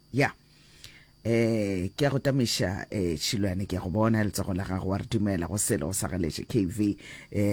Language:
Northern Sotho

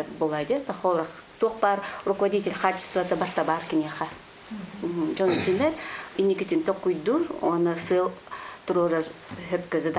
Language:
Yakut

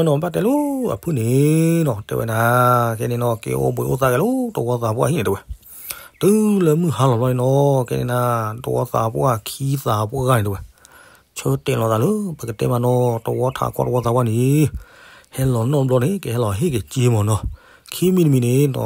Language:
S'gaw Karen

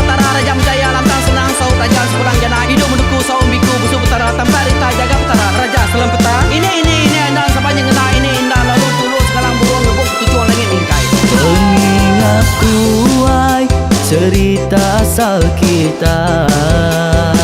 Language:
Iban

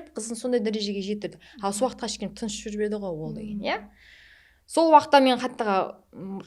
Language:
Kara-Kalpak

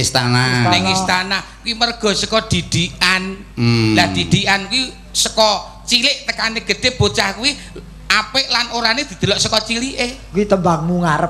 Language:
Javanese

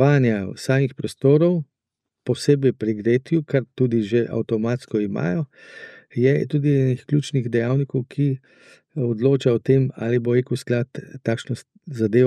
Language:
Slovenian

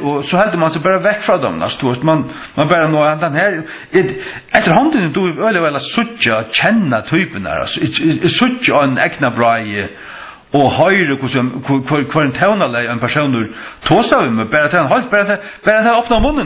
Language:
Faroese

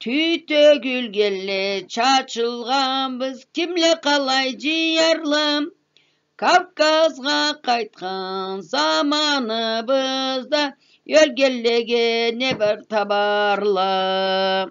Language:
Karachay-Balkar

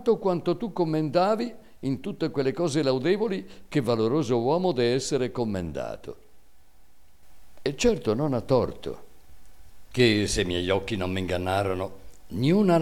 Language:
Italian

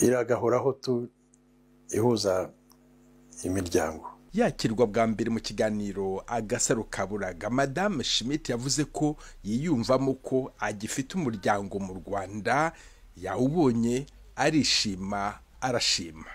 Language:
Kinyarwanda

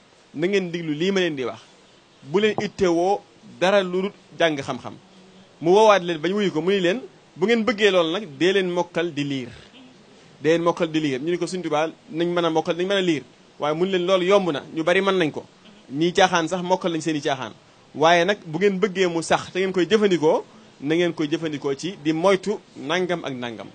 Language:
Wolof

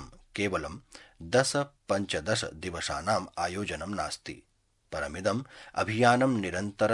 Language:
Sanskrit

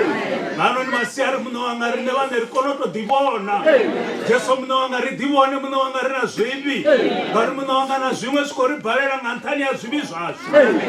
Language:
Venda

